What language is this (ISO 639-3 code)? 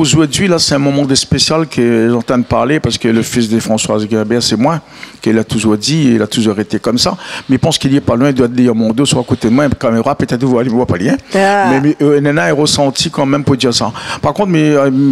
rcf